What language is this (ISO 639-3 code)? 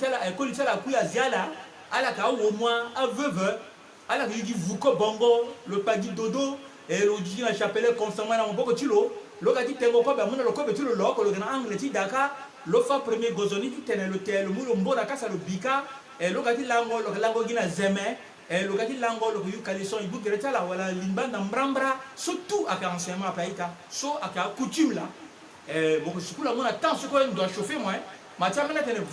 sag